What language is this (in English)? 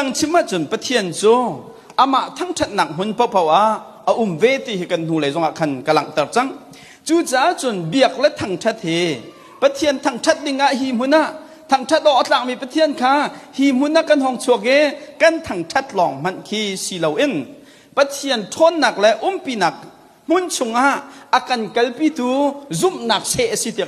Hakha Chin